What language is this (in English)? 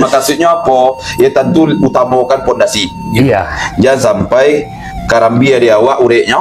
Minangkabau